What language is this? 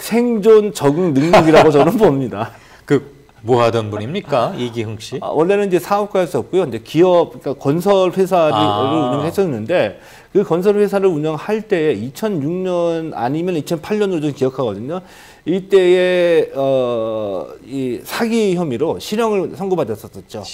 Korean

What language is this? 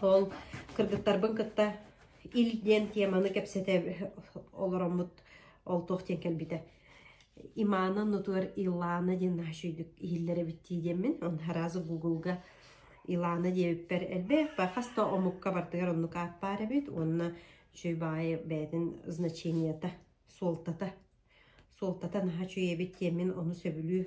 Yakut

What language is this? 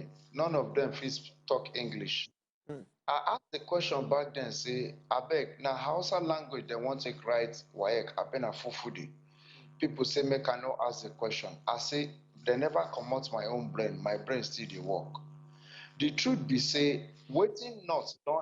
Nigerian Pidgin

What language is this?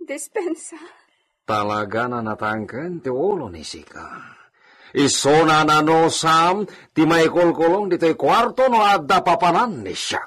Iloko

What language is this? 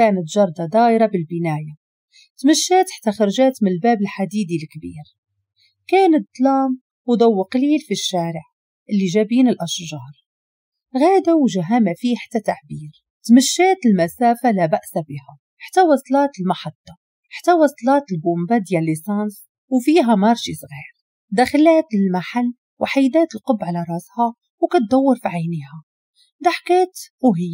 Moroccan Arabic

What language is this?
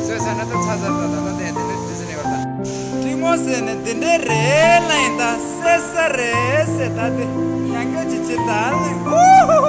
Tibetan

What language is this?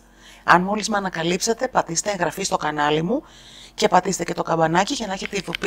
Greek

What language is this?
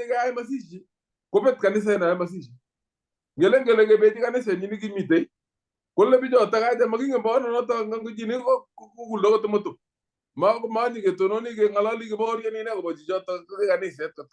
Kalenjin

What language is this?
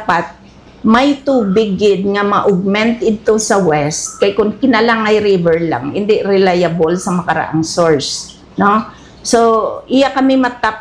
Hiligaynon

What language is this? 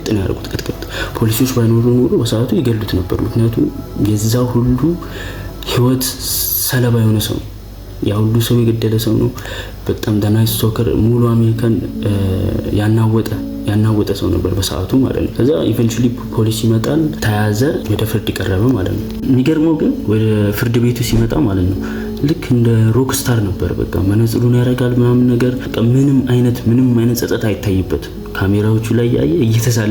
Amharic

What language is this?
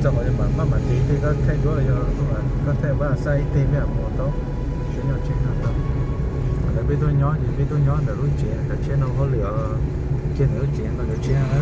Hmong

